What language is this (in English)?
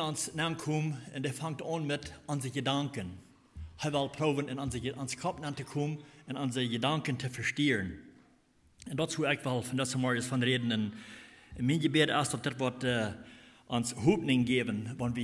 Plautdietsch